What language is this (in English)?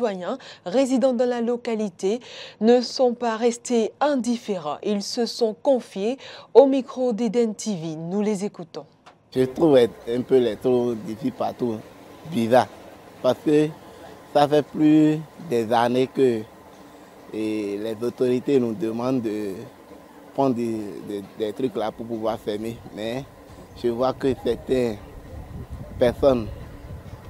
French